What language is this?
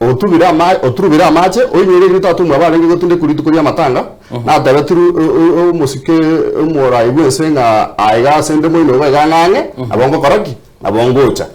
Gusii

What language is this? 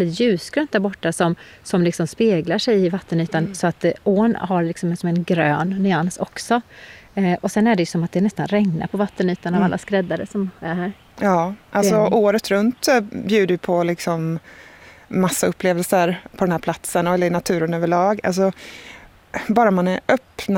Swedish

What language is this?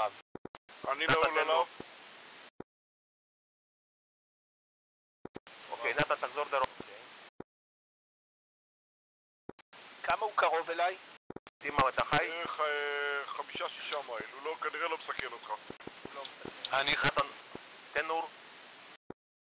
Hebrew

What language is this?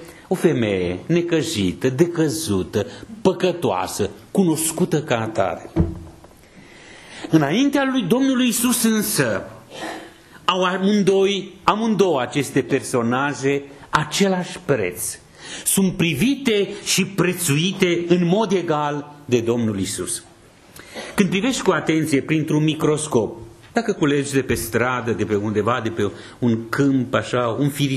Romanian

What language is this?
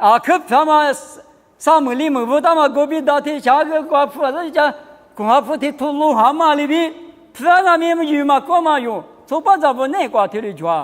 Lisu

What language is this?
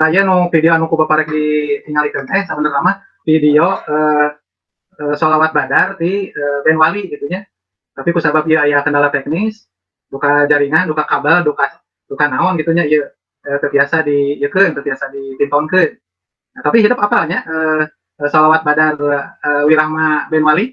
Sundanese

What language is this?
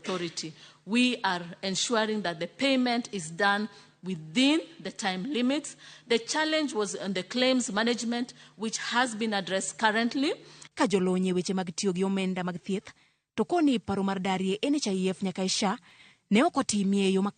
Luo (Kenya and Tanzania)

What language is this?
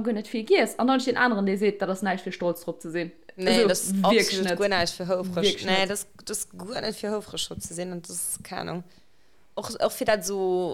Luxembourgish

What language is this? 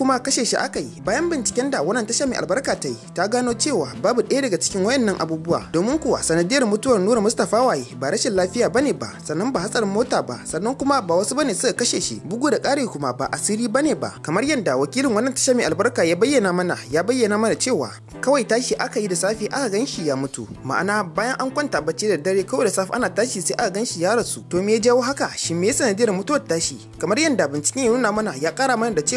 Hausa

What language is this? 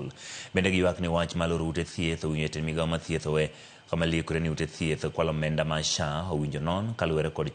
Luo (Kenya and Tanzania)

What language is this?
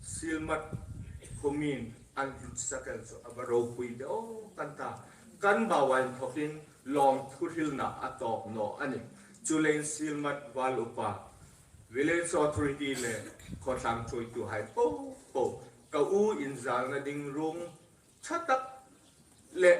Hmar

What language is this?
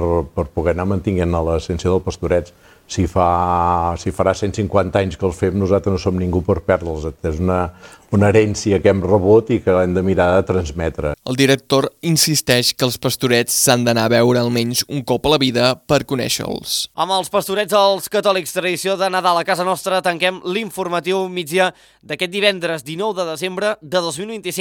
Catalan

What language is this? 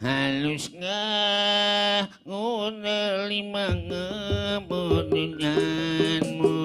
Betawi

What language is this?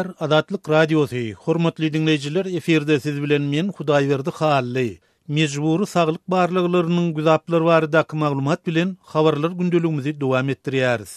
Turkmen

